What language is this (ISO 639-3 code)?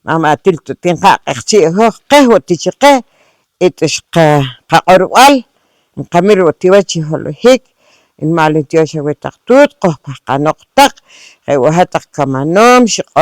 poh